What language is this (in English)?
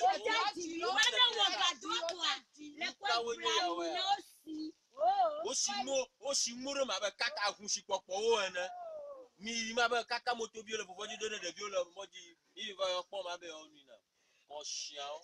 Ewe